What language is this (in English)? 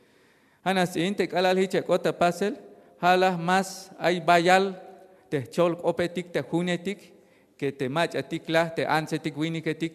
Tzeltal